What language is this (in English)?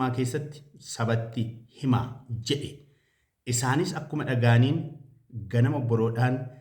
Oromo